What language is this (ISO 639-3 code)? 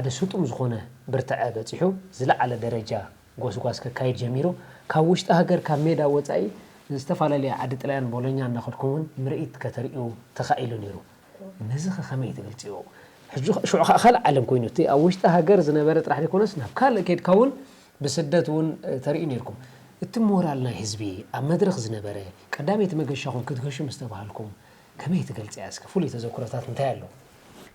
tir